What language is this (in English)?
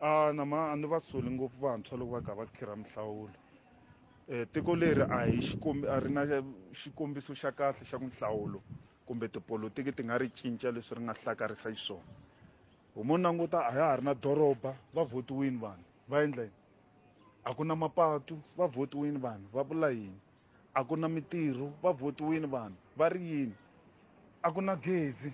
Tsonga